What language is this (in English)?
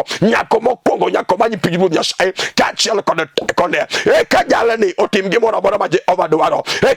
Luo (Kenya and Tanzania)